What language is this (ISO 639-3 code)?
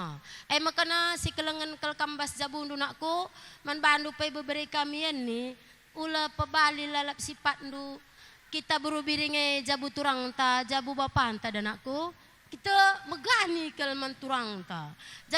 btx